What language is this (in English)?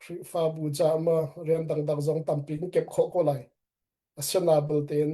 Hakha Chin